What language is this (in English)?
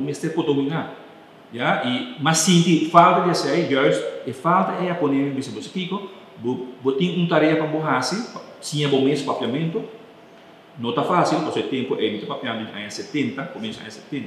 Papiamento